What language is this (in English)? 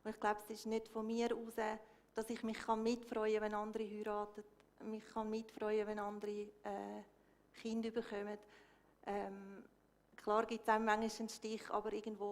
Swiss German